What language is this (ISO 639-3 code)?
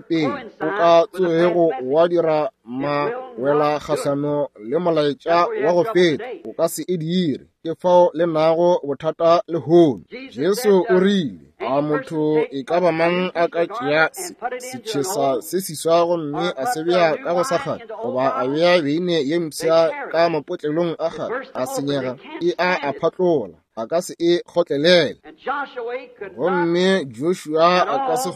nso